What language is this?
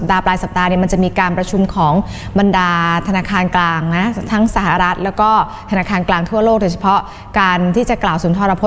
Thai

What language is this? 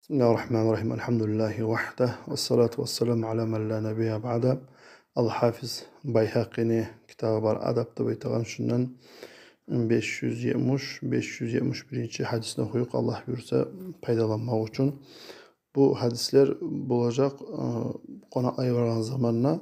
Kumyk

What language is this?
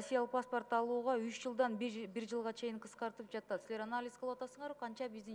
Kyrgyz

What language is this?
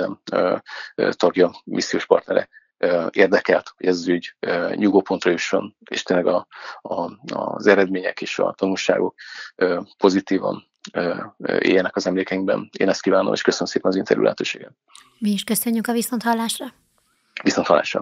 Hungarian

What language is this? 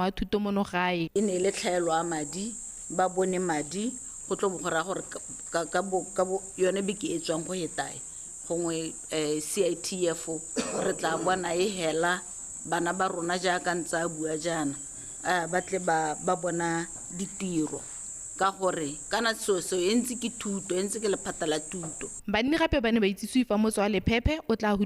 Tswana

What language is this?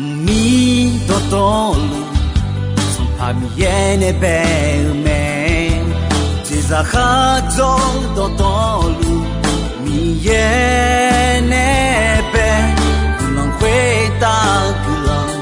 Akha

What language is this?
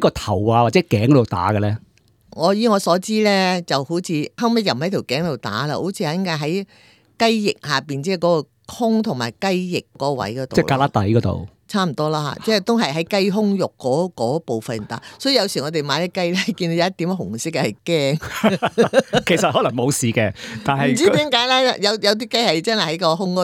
Cantonese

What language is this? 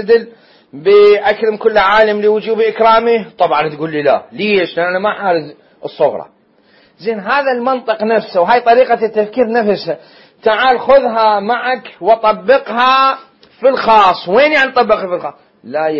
Mesopotamian Arabic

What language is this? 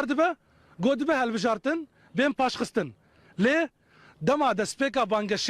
Kurdish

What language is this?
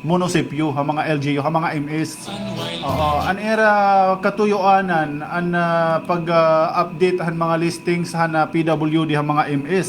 Waray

